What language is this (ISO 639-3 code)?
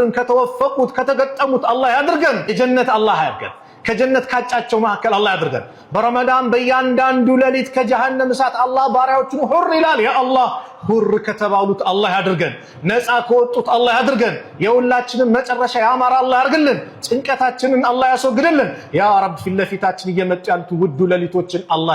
amh